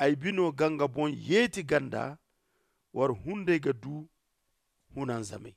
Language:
Zarma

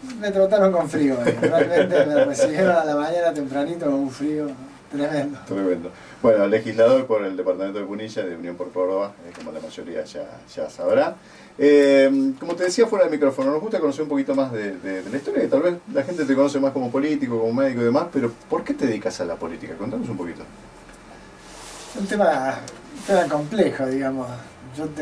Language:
Spanish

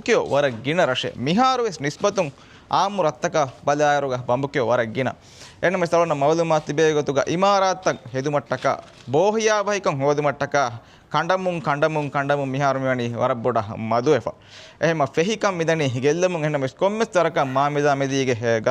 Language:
Divehi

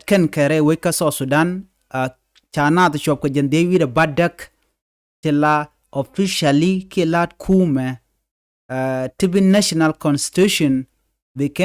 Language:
Nuer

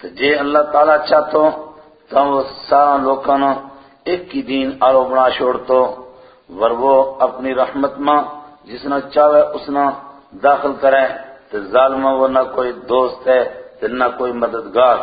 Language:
Gujari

